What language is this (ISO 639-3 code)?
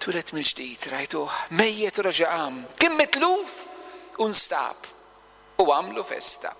mlt